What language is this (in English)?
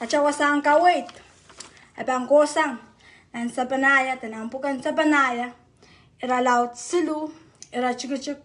Pohnpeian